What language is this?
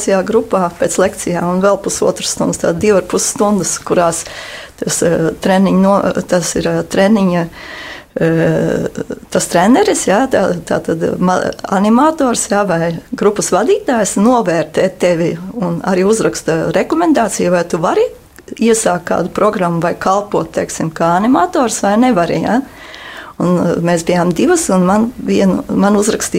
Latvian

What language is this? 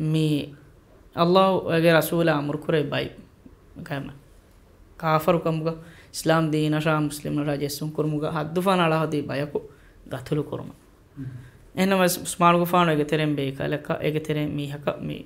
Divehi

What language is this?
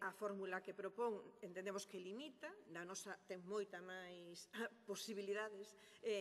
Galician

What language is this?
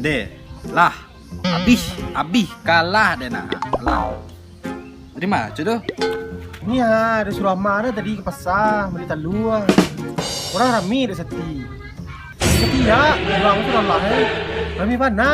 Minangkabau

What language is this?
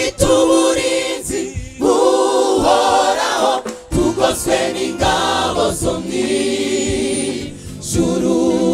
Kinyarwanda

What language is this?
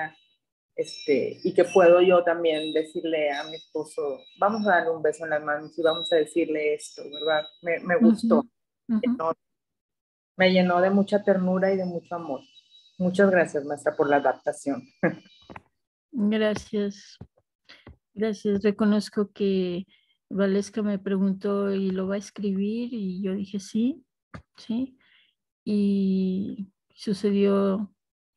Spanish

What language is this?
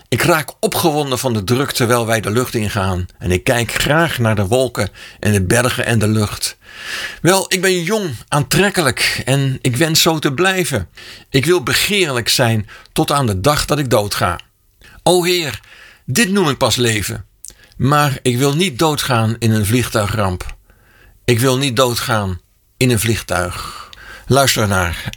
Dutch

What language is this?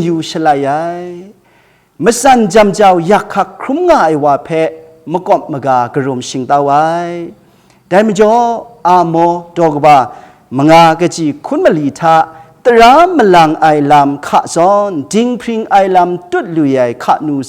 Kachin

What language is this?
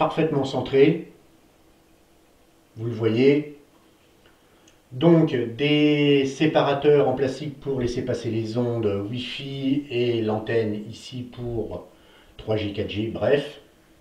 French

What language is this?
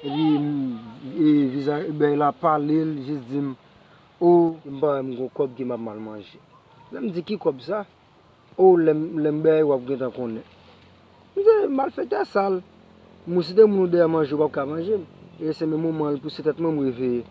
Haitian Creole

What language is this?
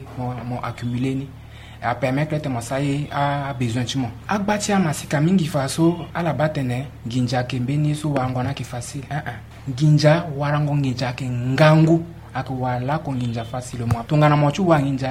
Sango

